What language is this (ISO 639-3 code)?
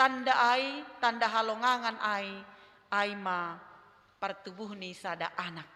bts